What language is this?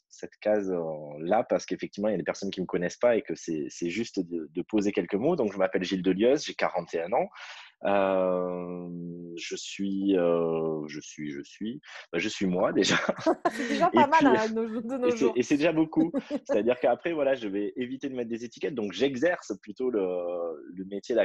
French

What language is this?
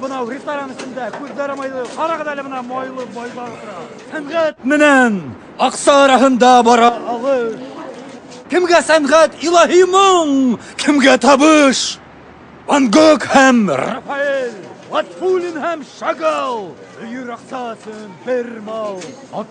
Bashkir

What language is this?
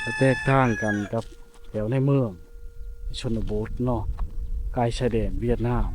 Lao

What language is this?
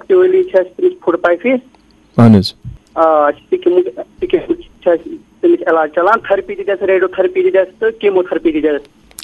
Kashmiri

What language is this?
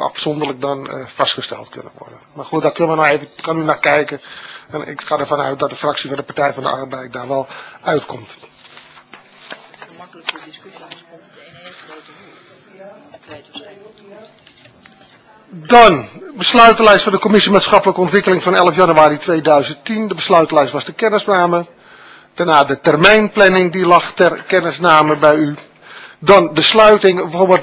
Dutch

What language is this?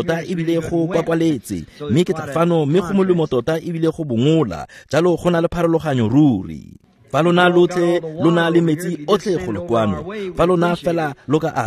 Tswana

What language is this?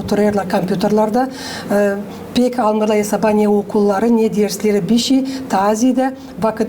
Gagauz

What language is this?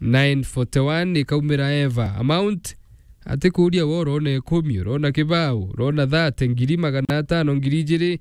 Meru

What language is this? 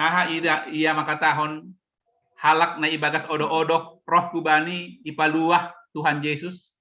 Batak Simalungun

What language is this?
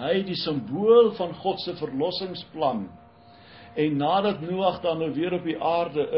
Afrikaans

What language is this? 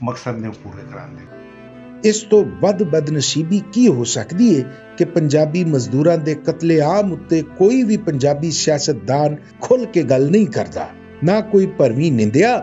Western Panjabi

